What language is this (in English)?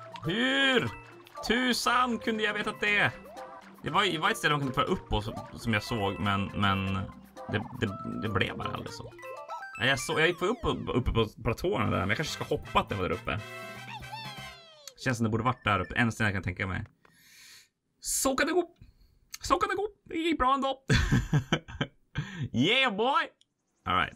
Swedish